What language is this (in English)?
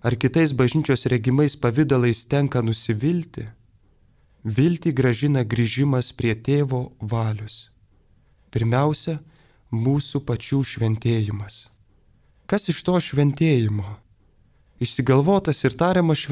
Lithuanian